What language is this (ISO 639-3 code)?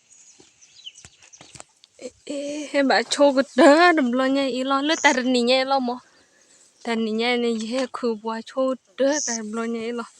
ksw